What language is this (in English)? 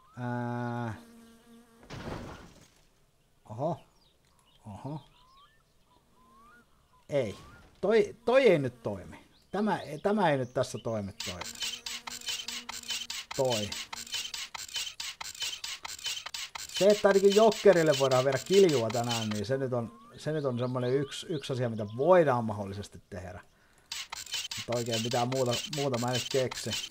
Finnish